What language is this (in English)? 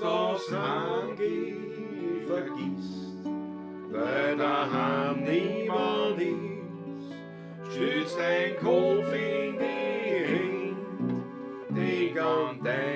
Bavarian